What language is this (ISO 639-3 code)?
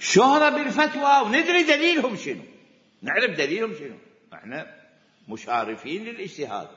acm